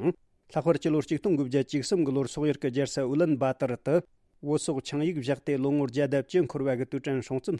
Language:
Tibetan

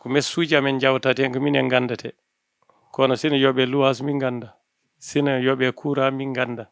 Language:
Fula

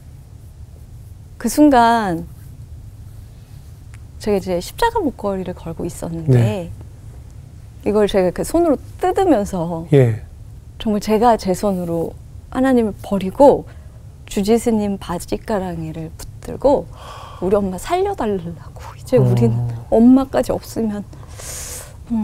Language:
Korean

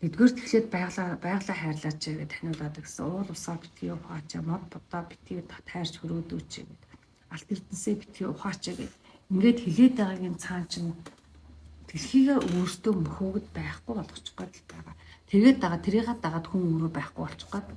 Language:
Mongolian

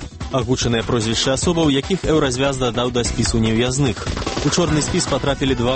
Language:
Belarusian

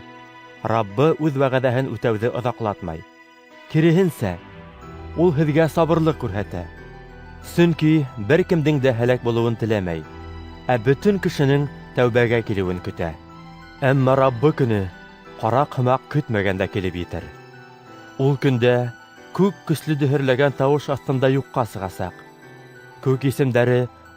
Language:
Bashkir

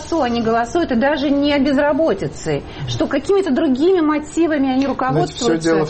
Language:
Russian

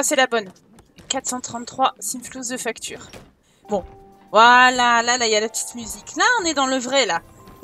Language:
French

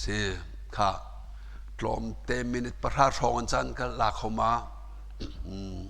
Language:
Hakha Chin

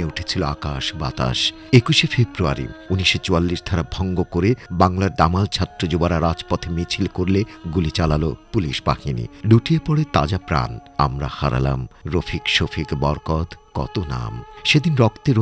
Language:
Bangla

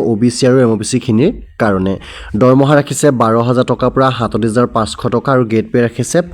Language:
Assamese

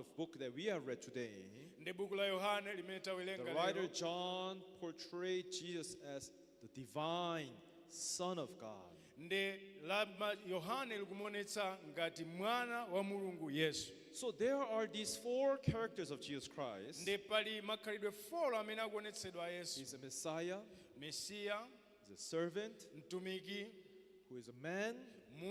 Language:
Nyanja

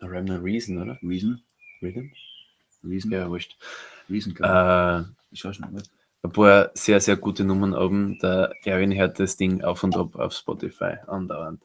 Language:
Bavarian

